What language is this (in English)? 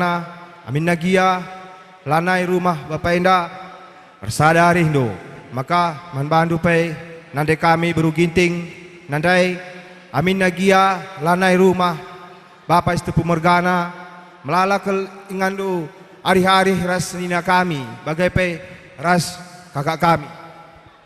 Batak Karo